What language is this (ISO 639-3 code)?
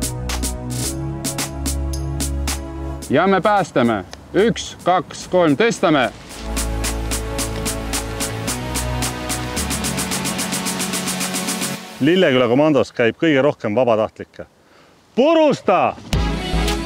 est